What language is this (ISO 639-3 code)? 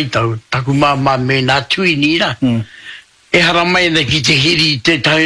mri